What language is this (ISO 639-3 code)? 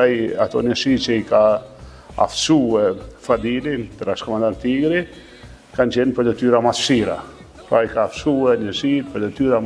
sqi